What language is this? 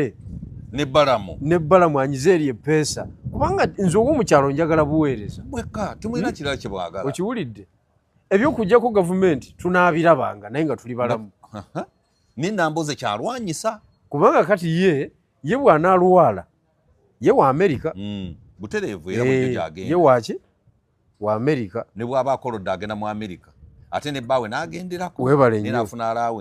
Ganda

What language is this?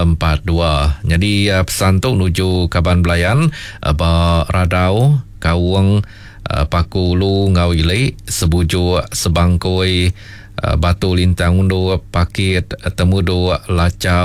Iban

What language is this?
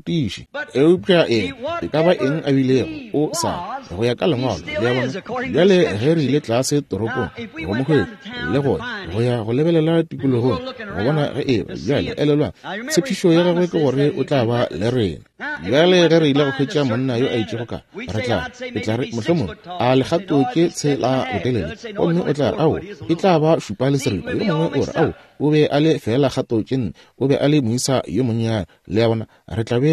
Northern Sotho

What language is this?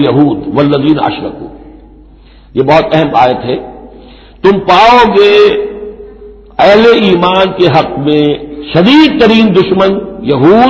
Urdu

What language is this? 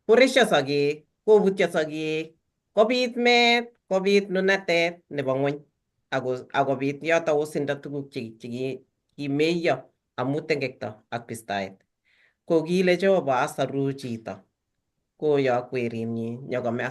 Kalenjin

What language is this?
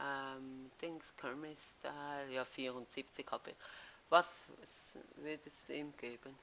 Swiss German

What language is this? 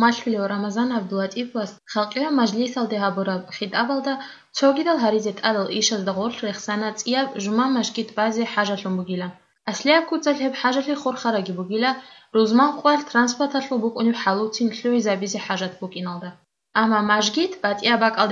Avaric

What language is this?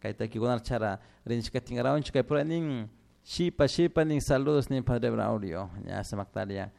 Chimborazo Highland Quichua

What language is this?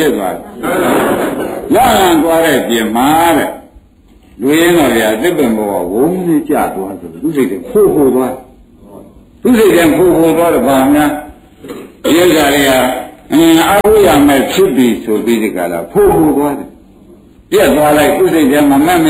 Burmese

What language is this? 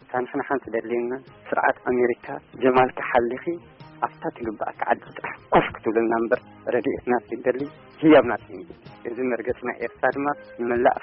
Tigrinya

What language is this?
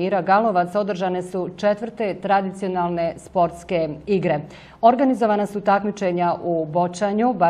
Bosnian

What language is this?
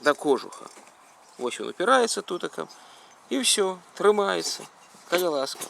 Belarusian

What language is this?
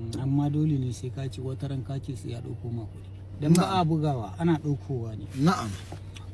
Hausa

